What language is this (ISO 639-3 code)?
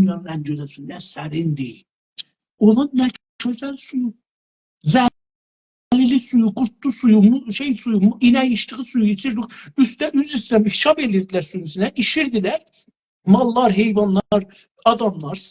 azb